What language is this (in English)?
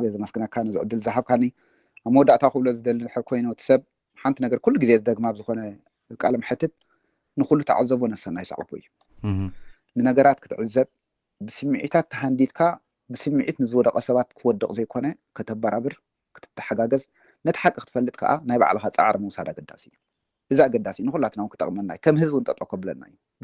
Tigrinya